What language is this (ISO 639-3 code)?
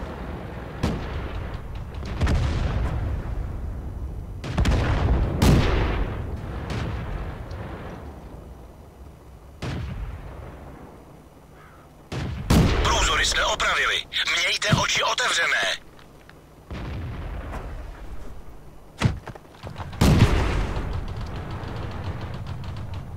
ces